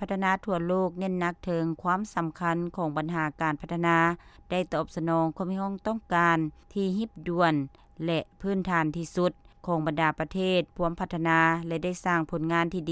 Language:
Lao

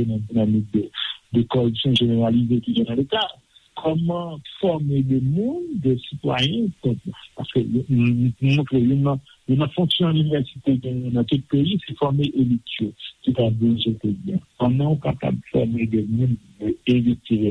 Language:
Haitian Creole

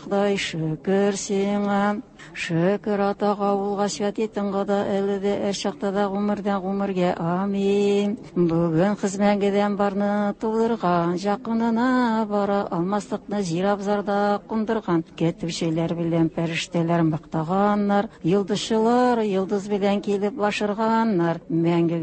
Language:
Tatar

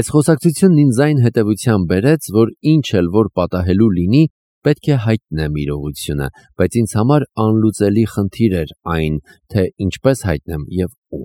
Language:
Armenian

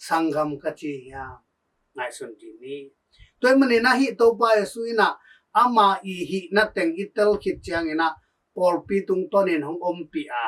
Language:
Tedim Chin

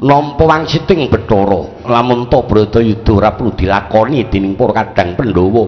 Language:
Javanese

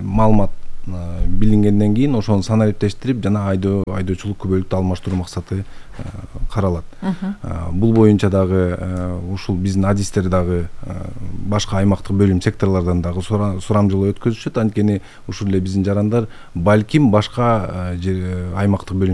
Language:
Kyrgyz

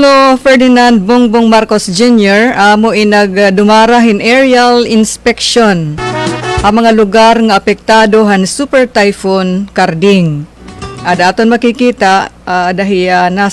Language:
Waray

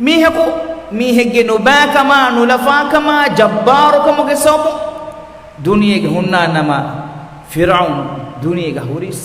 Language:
Divehi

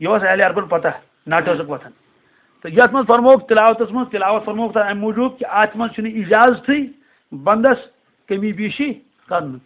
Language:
Kashmiri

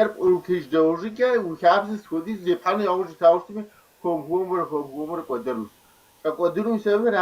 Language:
Kabardian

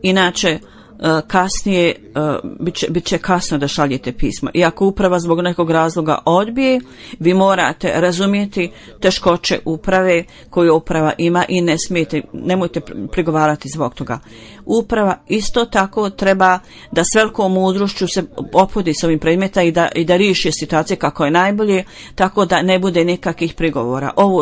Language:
Bosnian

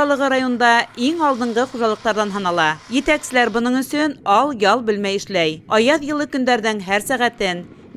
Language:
Bashkir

